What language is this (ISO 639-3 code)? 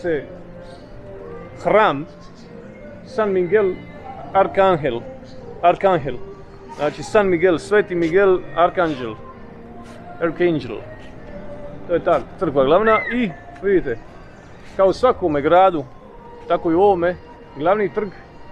hrv